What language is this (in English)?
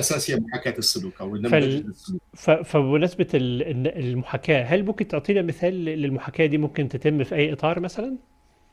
Tunisian Arabic